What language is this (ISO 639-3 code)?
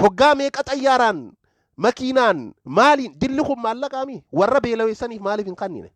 orm